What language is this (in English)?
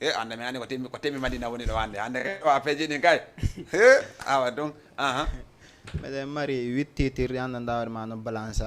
Fula